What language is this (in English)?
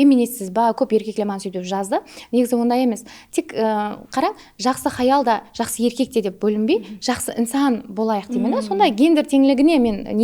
Kara-Kalpak